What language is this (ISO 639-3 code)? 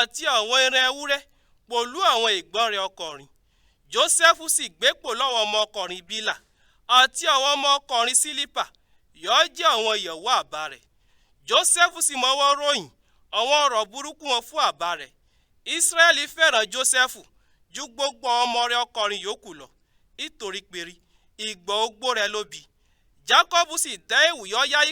yor